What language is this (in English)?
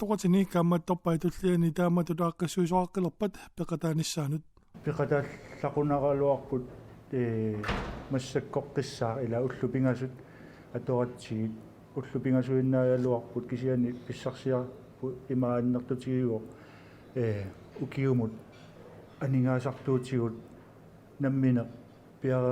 Kalaallisut